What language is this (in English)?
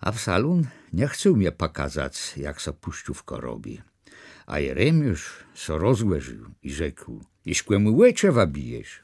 Kashubian